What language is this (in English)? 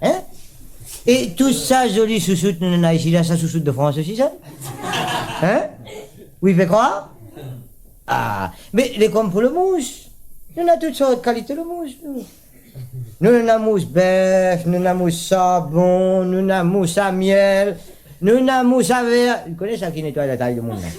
Réunion Creole French